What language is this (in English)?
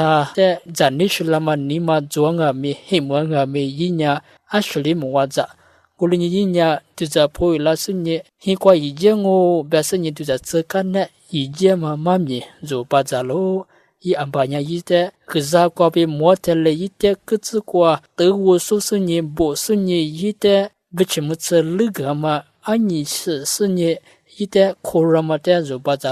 Lisu